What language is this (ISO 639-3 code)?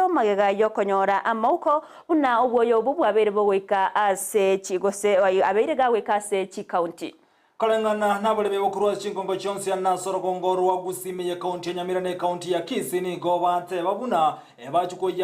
guz